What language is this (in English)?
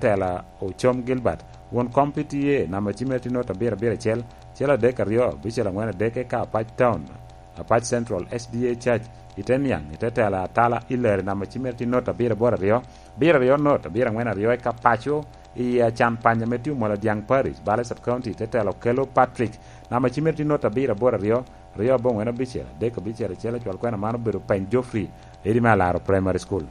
Lango (Uganda)